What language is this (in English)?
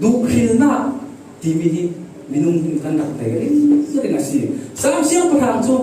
Falam Chin